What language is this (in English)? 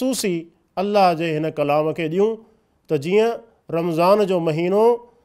Sindhi